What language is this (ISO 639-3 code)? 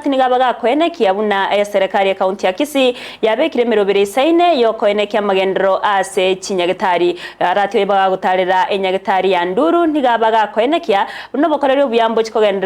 guz